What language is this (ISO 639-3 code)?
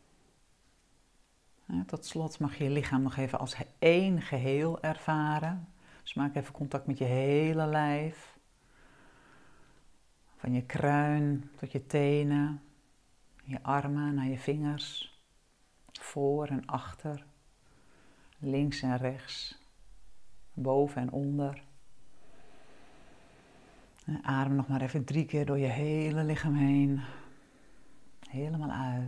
nld